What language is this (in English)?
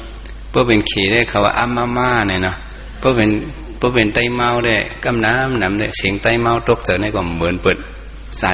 Shan